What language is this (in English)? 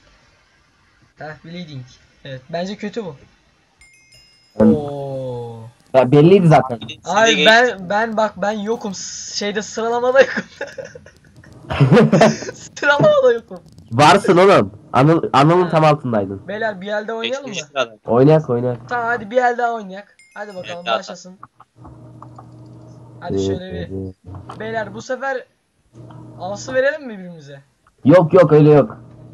Turkish